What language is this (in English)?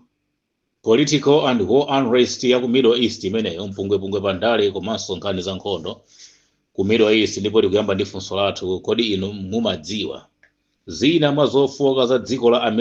Nyanja